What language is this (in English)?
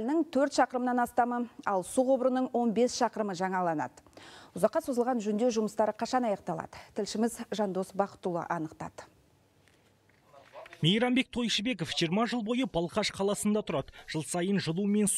Kazakh